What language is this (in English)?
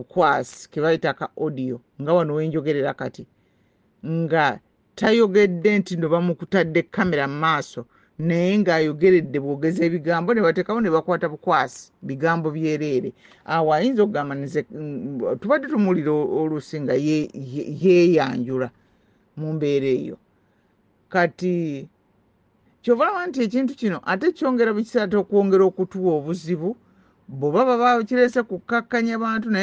Ganda